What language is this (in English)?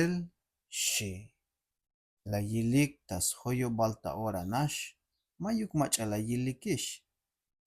Tzeltal